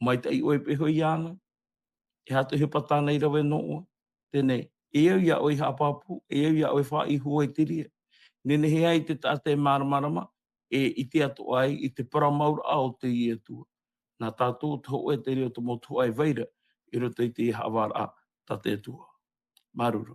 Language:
Tahitian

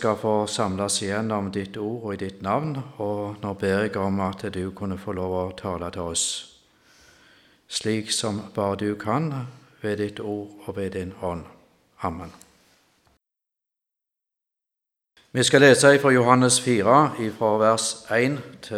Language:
Norwegian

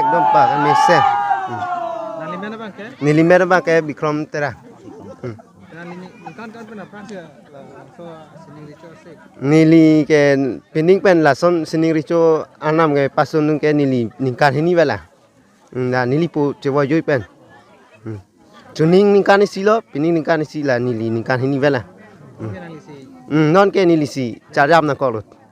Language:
Karbi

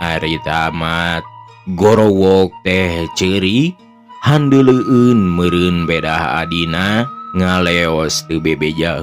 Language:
Sundanese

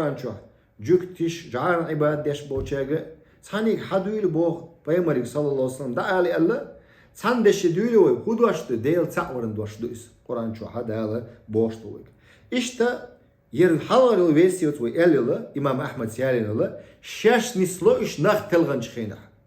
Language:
Chechen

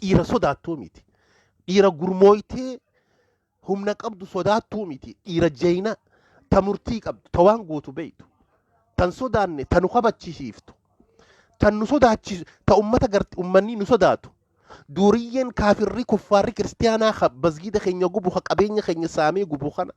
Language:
Oromo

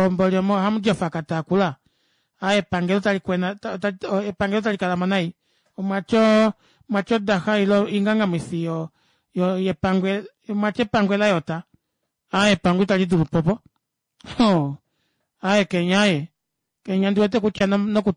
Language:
Kuanyama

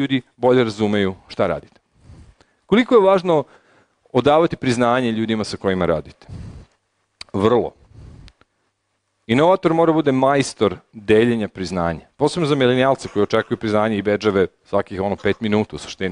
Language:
Serbian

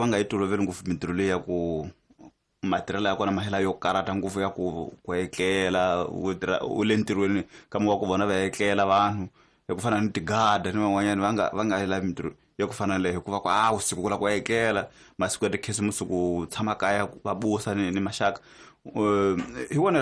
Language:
Tsonga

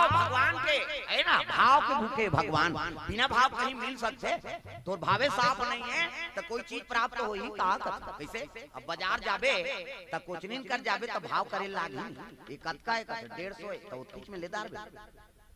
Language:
Chhattisgarhi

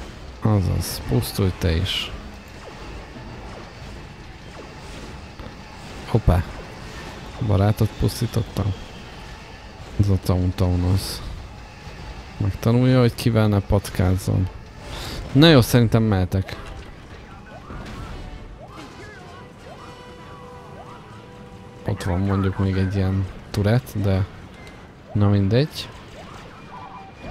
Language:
Hungarian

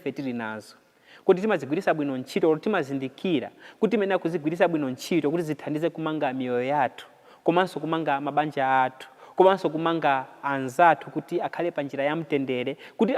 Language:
Nyanja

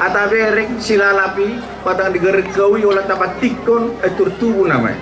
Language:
Batak Toba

